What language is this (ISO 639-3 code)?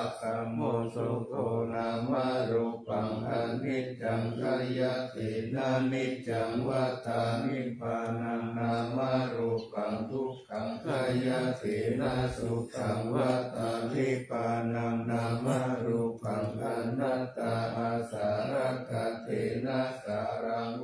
pli